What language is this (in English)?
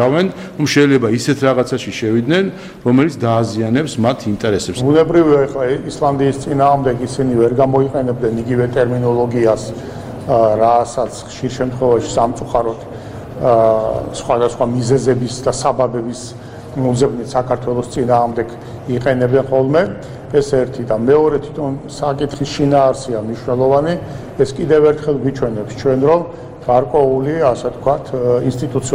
Georgian